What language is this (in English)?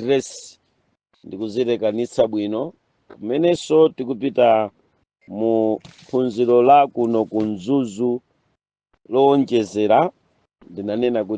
Nyanja